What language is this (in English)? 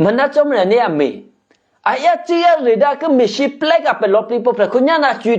Eastern Kayah